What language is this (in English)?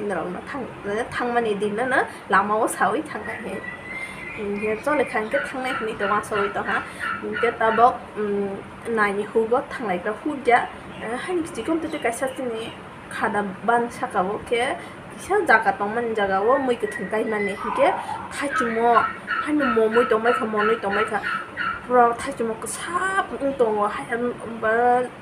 Kok Borok